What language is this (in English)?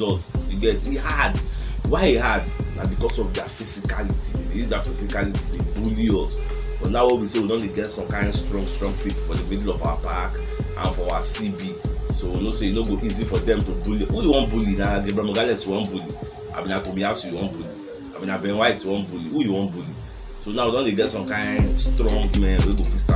Nigerian Pidgin